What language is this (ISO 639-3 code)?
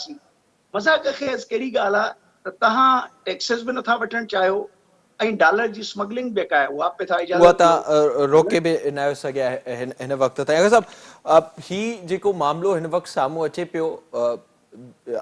snd